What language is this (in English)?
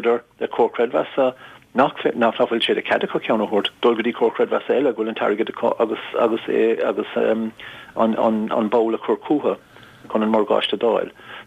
Irish